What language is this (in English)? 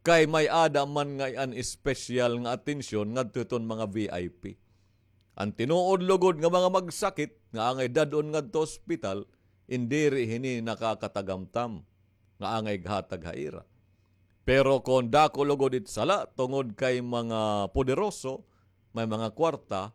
Waray